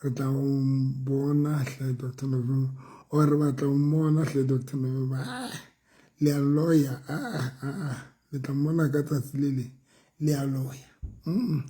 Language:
Southern Sotho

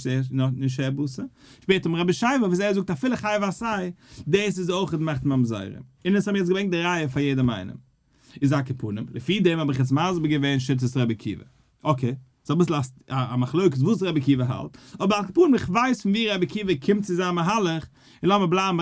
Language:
Yiddish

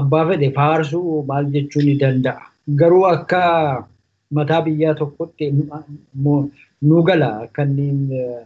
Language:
Oromo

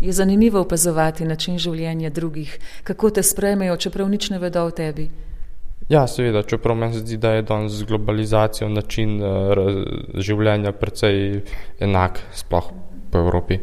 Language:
Slovenian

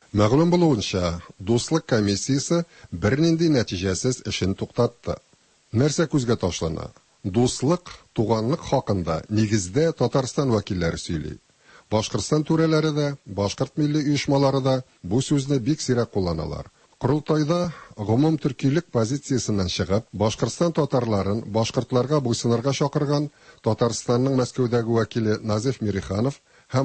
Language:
Tatar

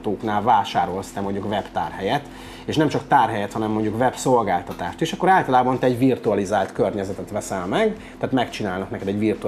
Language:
Hungarian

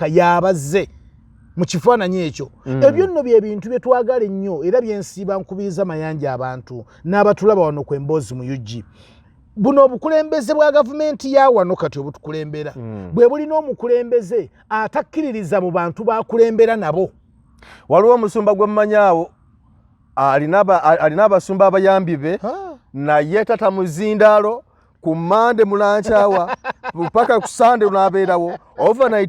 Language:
Ganda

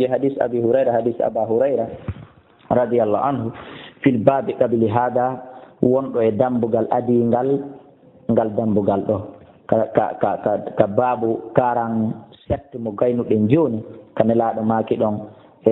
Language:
Fula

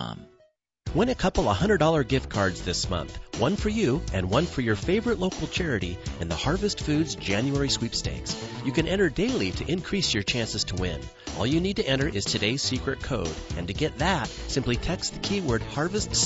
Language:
English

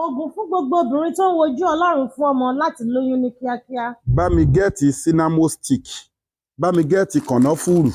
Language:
Yoruba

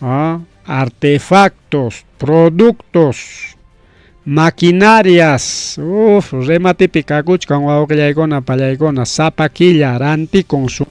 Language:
Ayacucho Quechua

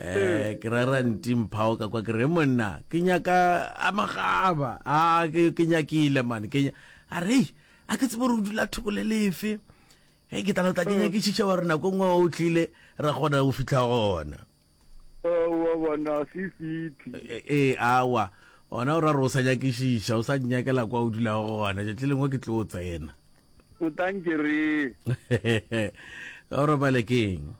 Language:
Northern Sotho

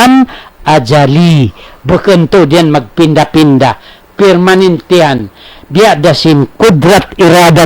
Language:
Tausug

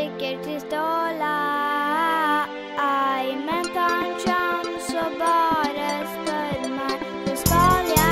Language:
Norwegian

